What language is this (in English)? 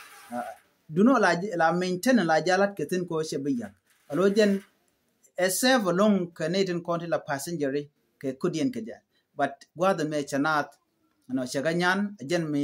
Nuer